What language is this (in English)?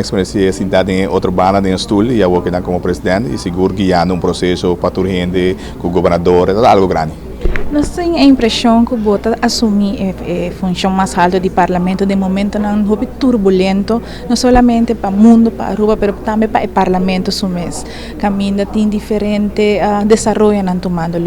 Papiamento